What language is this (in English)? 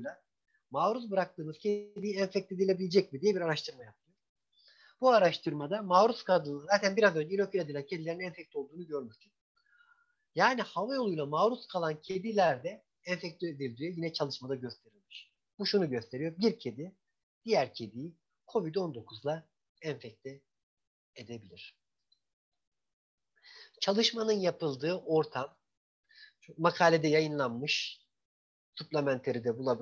Turkish